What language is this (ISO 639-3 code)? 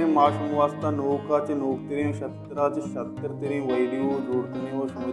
bal